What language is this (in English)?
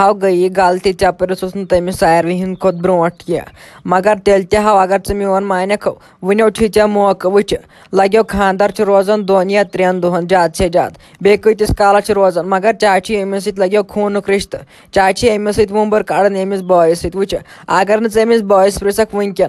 Kashmiri